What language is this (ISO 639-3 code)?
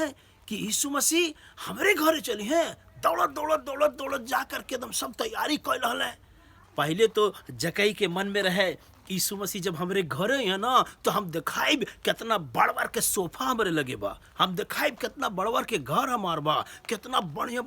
bho